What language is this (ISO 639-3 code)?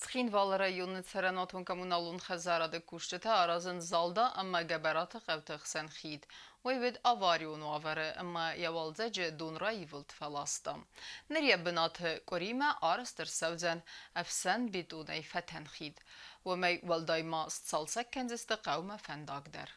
oss